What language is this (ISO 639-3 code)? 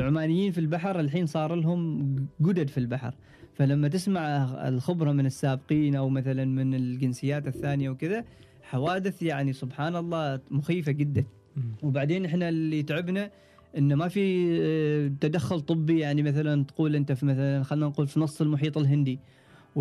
afb